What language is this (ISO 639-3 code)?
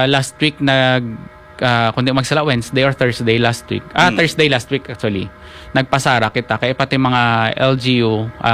hil